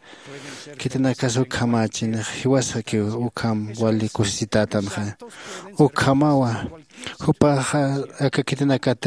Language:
Aymara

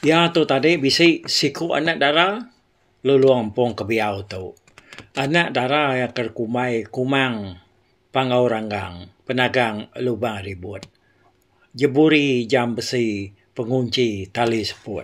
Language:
Iban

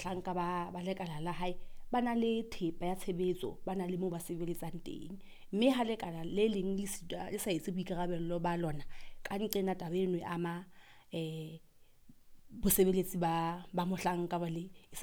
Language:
Southern Sotho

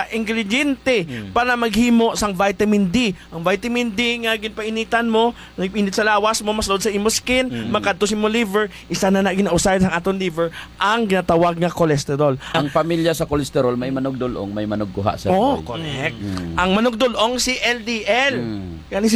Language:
Hiligaynon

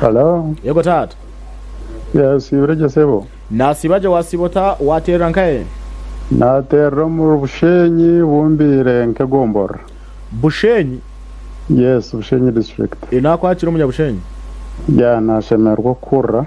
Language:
Nyankole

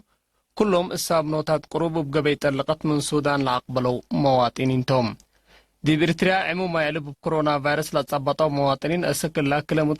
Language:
Tigre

